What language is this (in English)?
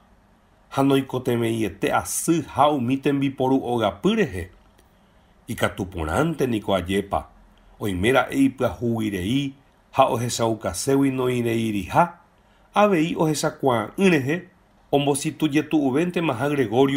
Guarani